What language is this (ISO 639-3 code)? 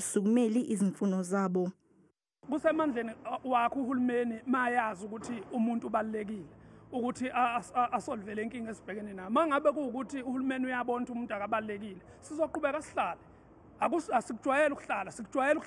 zul